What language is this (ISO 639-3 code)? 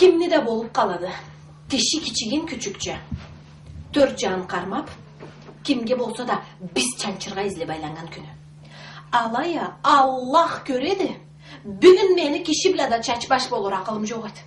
krc